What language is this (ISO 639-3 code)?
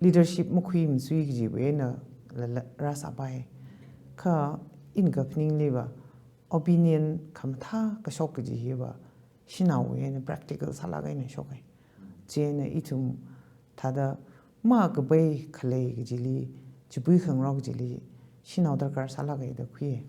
nmf